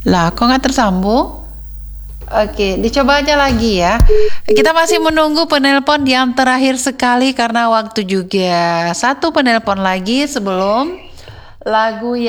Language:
Indonesian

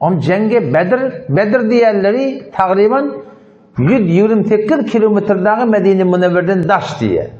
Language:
Turkmen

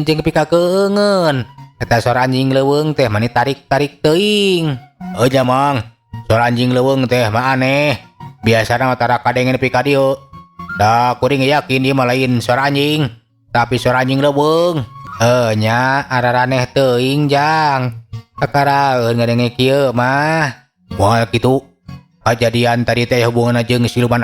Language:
Sundanese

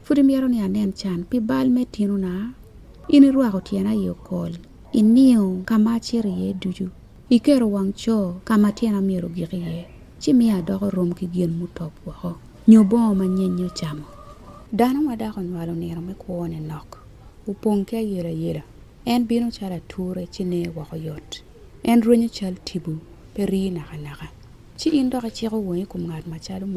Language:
Acoli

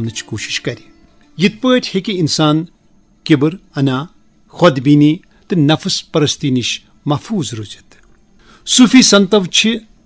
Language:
Kashmiri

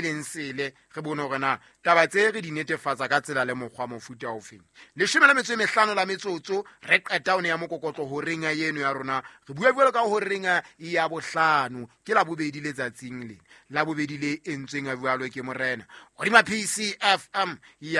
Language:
Southern Sotho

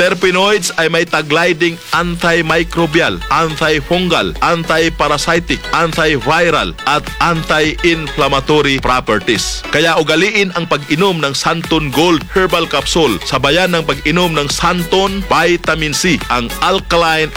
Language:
Filipino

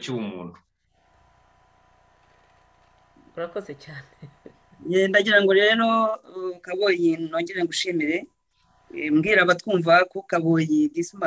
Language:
Kinyarwanda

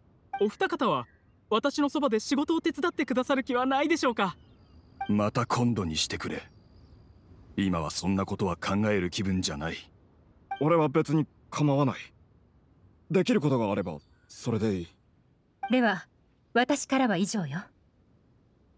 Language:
Japanese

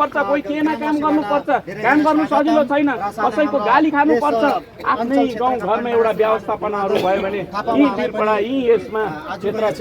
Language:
Nepali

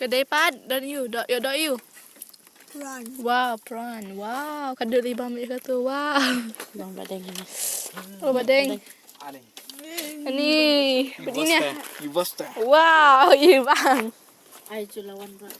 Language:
Khasi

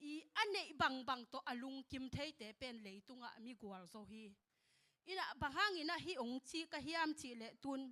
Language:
Tedim Chin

